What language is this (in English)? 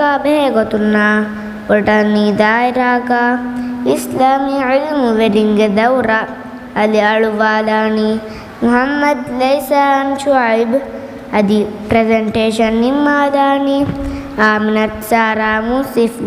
Divehi